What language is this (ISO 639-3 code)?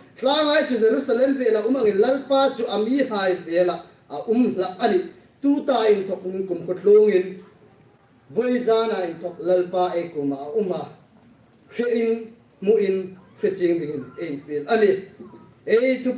hmr